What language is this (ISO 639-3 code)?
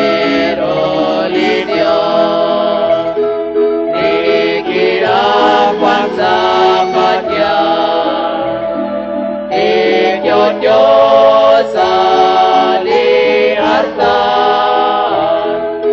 kek